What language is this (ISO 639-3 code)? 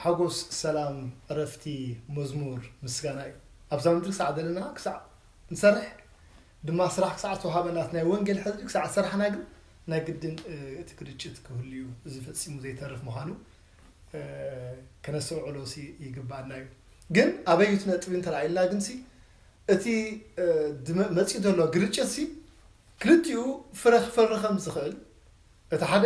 tir